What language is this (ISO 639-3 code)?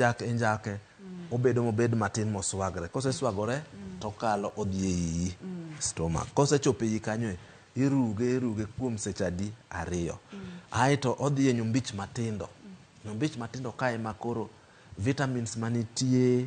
luo